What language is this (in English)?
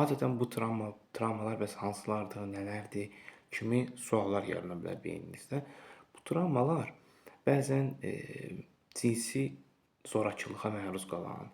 Azerbaijani